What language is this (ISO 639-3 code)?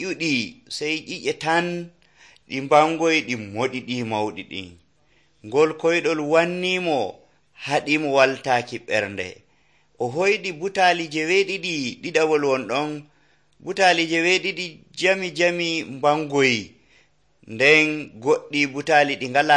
fuv